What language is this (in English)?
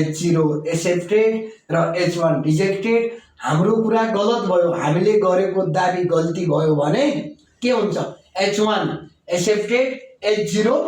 Nepali